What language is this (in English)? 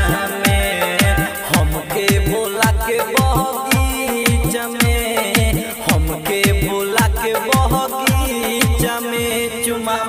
Bhojpuri